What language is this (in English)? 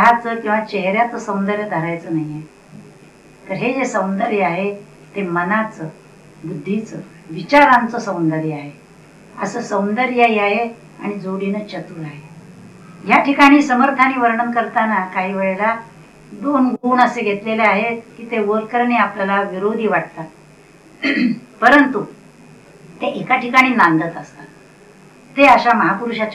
Marathi